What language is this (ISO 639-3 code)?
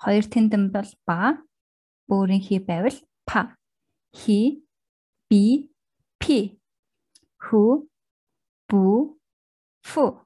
mon